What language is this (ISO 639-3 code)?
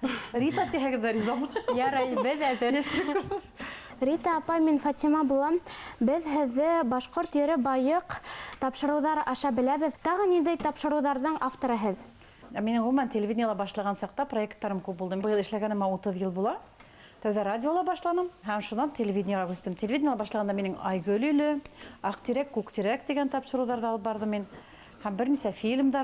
bak